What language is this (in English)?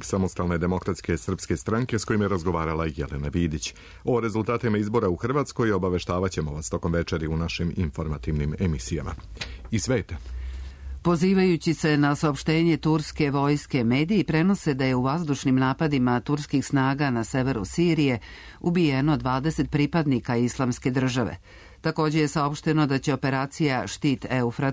Serbian